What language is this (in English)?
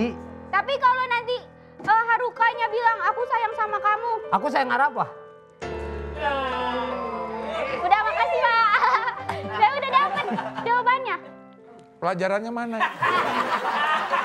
Indonesian